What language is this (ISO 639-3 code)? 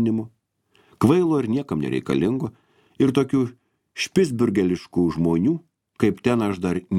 lit